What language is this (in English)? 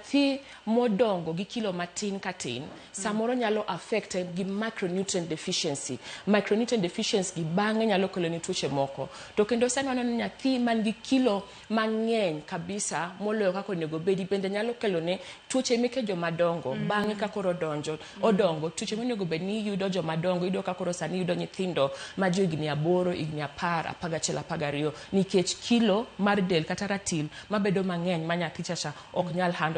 Luo (Kenya and Tanzania)